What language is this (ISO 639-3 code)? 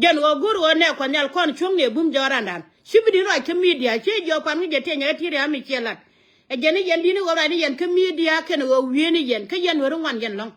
nus